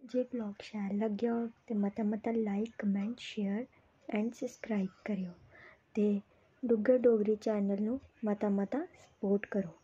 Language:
Dogri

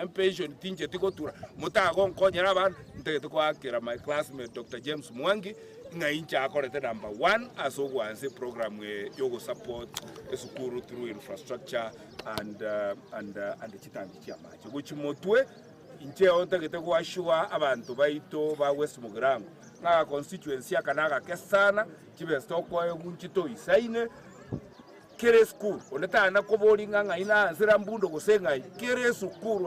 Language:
Gusii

